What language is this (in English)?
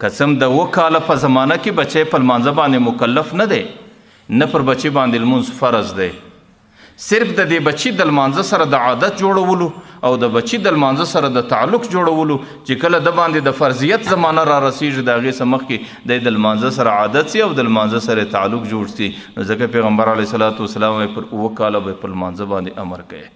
Pashto